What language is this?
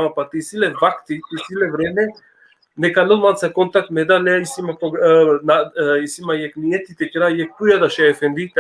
Balkan Romani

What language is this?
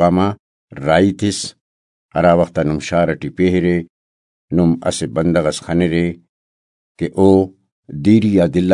Brahui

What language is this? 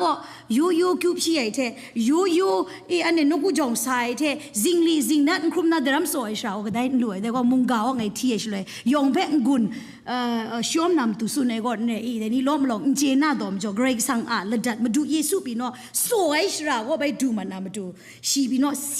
Kachin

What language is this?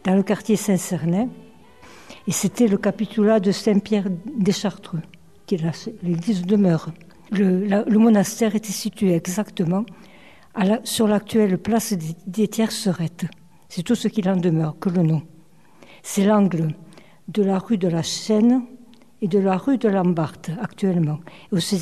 French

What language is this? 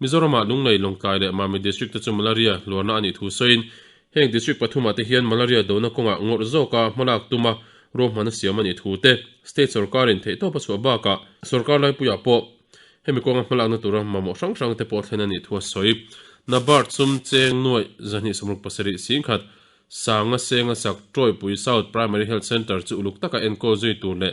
Mizo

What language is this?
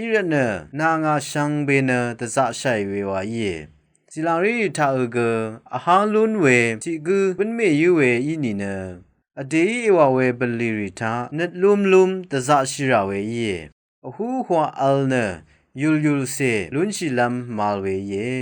Rawang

